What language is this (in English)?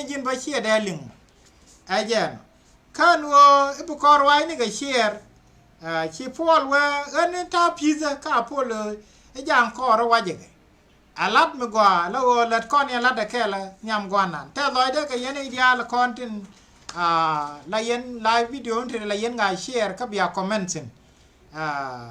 Nuer